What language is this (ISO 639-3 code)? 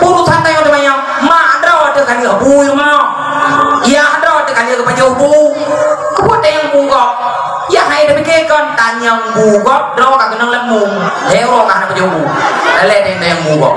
ace